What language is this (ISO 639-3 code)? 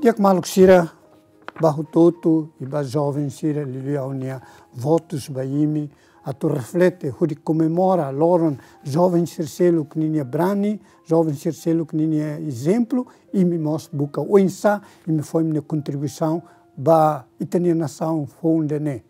tet